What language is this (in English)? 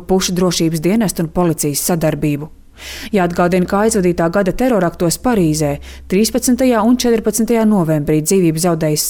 Latvian